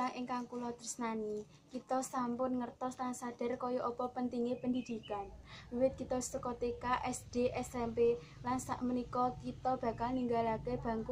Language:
Javanese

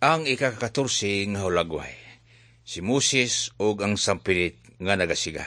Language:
Cebuano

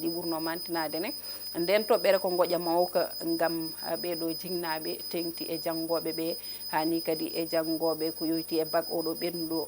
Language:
Fula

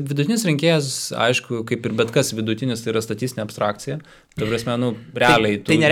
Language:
Lithuanian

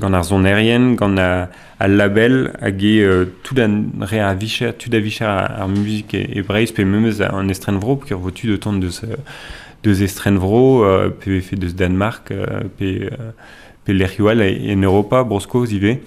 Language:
Breton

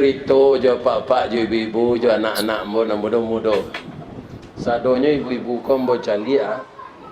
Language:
Minangkabau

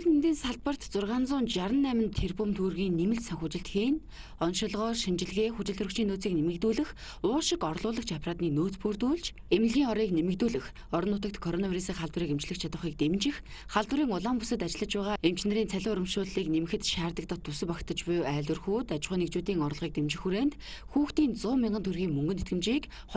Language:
Mongolian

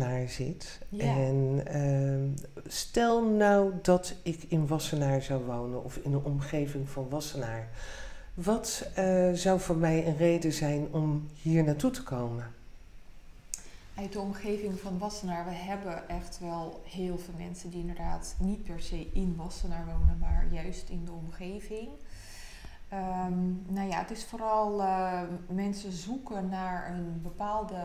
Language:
Dutch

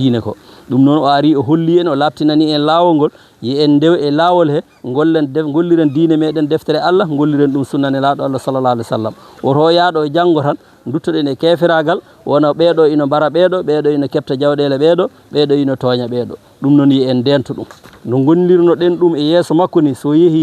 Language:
Fula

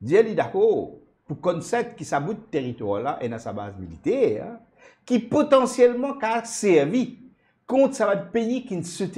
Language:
Morisyen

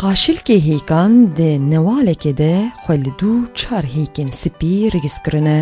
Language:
Kurdish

